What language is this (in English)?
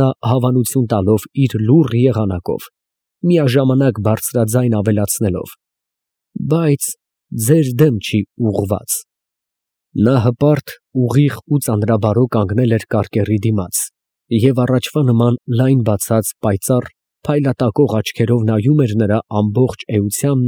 Armenian